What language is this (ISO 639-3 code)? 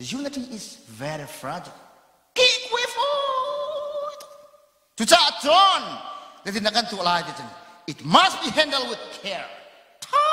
cnh